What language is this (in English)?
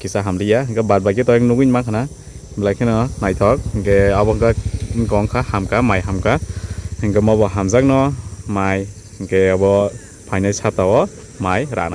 Kok Borok